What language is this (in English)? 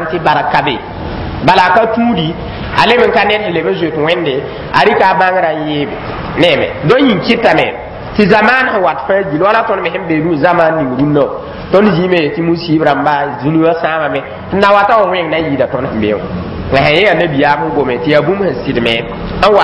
Mossi